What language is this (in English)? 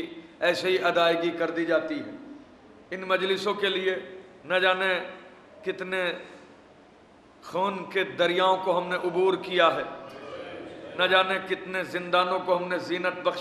Urdu